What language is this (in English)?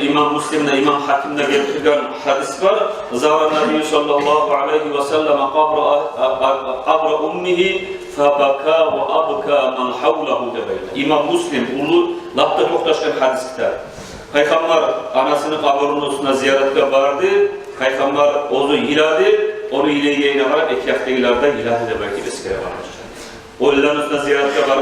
Kumyk